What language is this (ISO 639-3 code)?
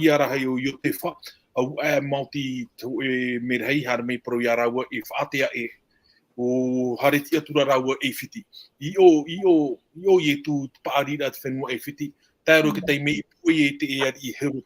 tah